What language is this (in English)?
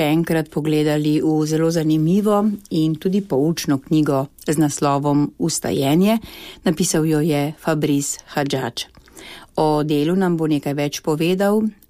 Slovenian